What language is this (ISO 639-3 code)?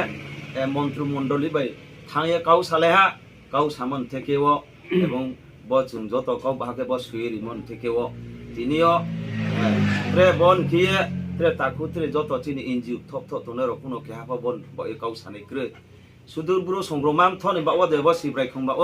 ria